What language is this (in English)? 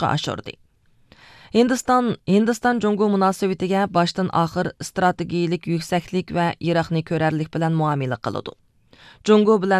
Uyghur